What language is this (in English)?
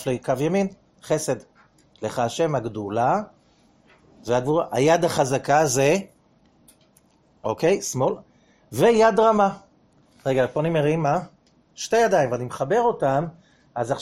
Hebrew